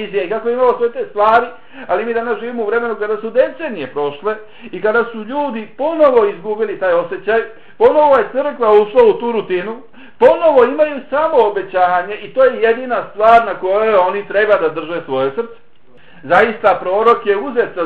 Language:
Bosnian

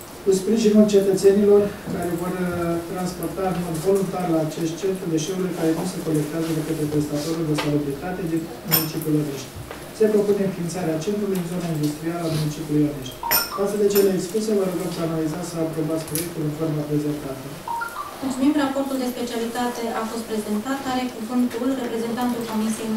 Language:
Romanian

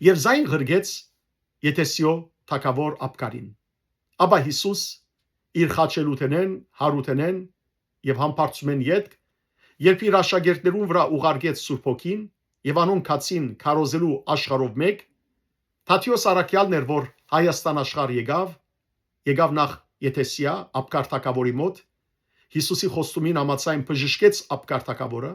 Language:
Western Armenian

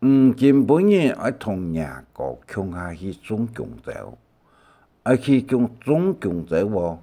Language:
Hakka Chinese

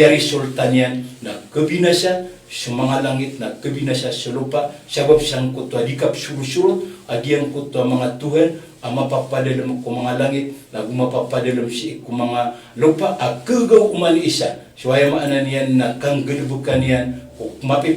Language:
Maranao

